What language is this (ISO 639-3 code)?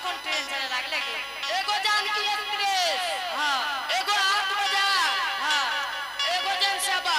anp